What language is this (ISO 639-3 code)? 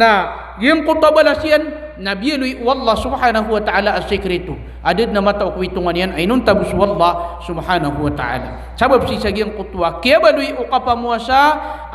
mrw